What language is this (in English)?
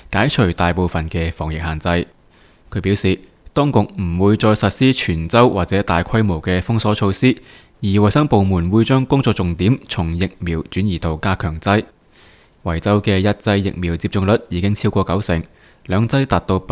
Cantonese